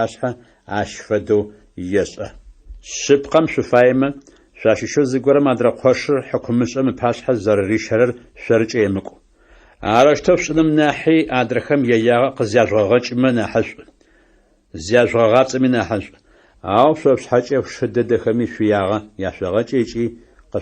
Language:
Adyghe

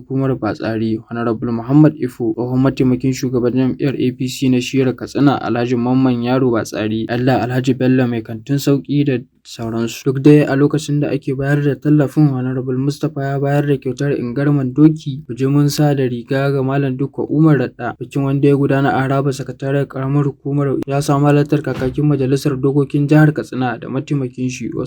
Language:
Hausa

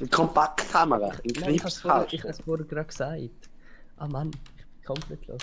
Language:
Swiss German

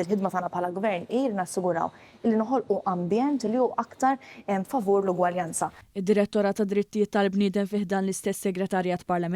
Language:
Maltese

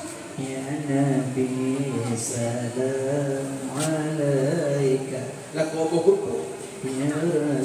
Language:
Achinese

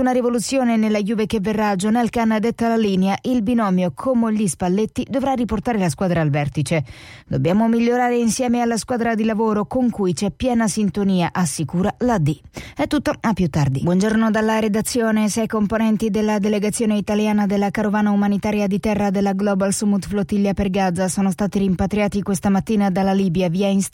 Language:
Italian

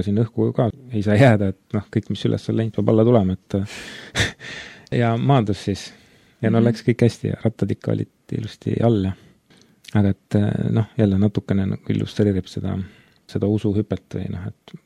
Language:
Estonian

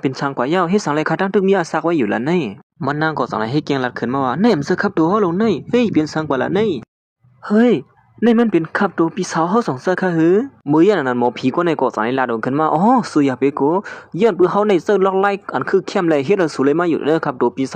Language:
Shan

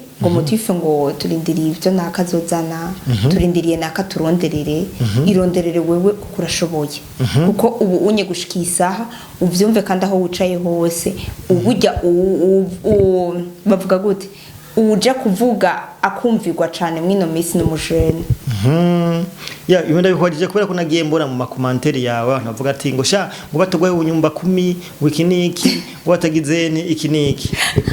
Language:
Rundi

